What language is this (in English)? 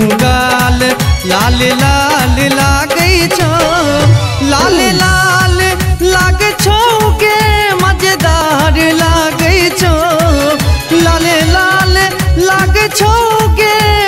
Maithili